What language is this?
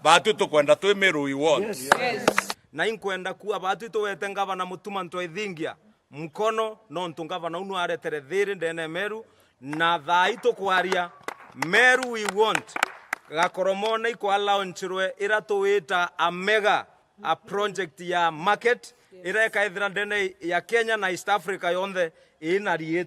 Meru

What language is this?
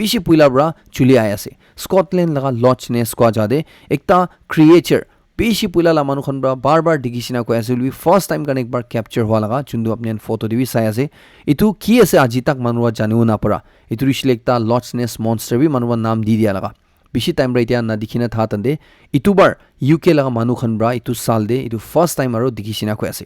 Naga Pidgin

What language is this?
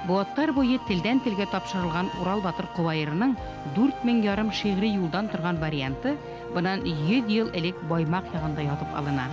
Bashkir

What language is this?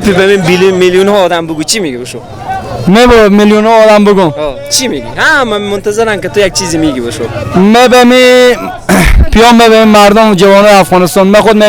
Persian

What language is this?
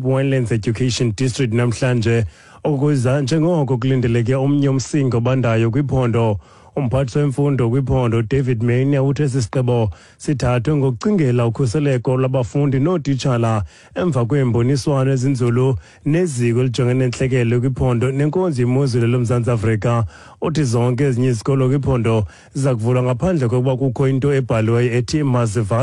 Xhosa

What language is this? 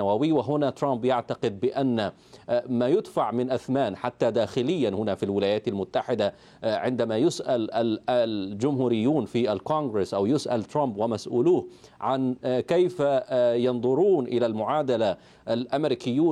Arabic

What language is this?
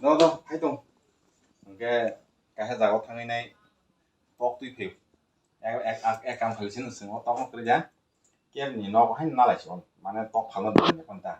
Kok Borok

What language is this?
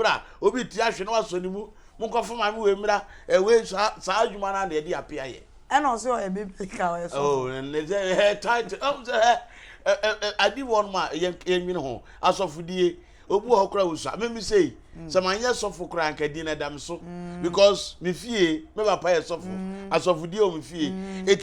Akan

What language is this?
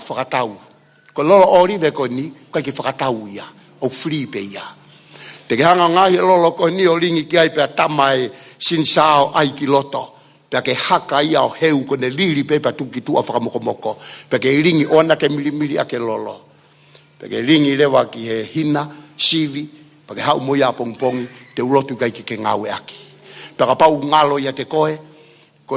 Tongan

